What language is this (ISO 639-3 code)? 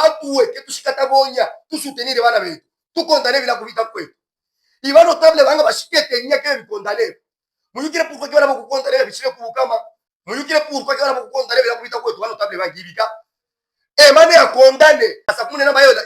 lub